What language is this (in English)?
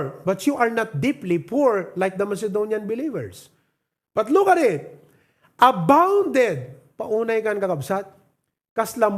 Iloko